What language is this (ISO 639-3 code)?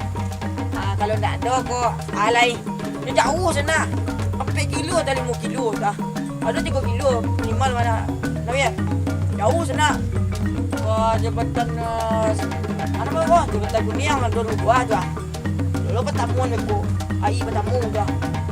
min